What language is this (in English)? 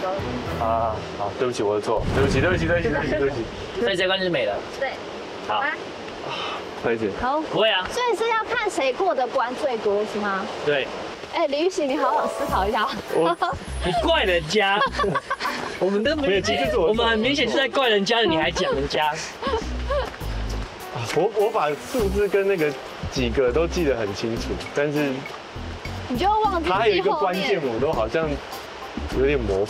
Chinese